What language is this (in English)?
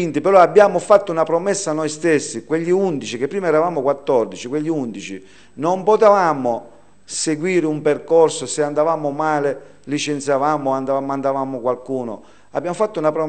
Italian